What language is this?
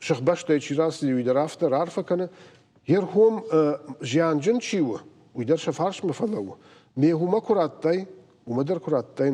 Ossetic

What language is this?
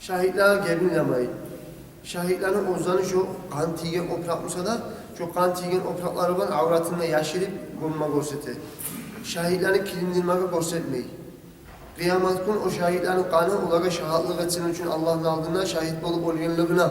Kumyk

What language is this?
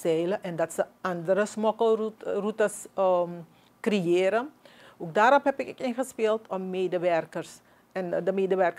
Dutch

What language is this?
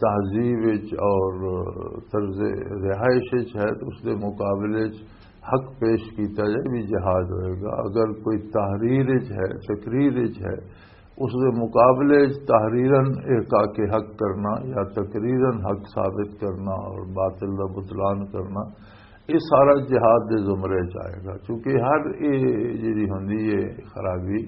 Western Panjabi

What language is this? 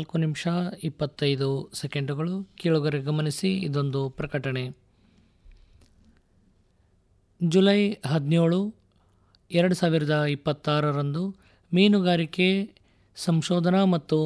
Kannada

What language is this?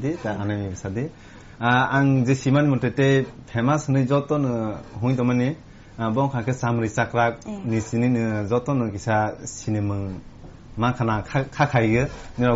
Kok Borok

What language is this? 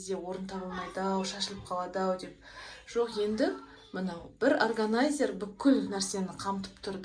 Kazakh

